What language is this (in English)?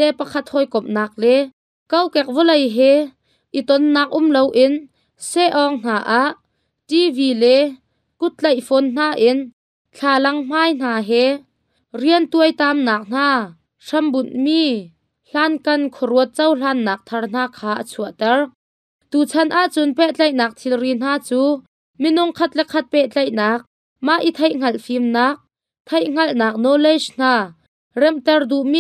Hakha Chin